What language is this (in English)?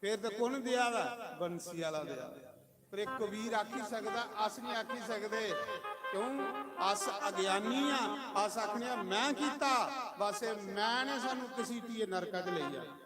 Dogri